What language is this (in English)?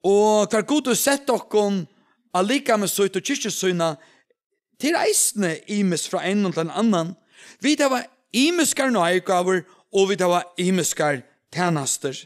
Faroese